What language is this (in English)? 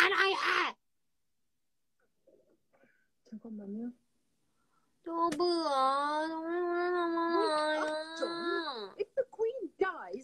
Thai